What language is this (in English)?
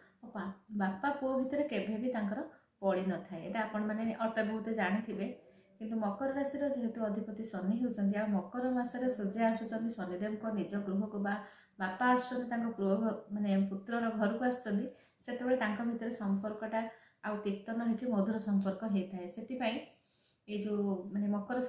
Odia